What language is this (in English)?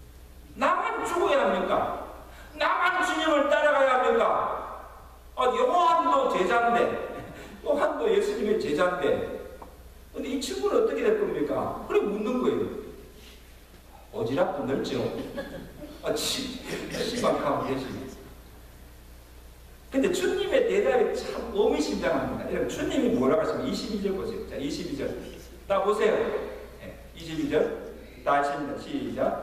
Korean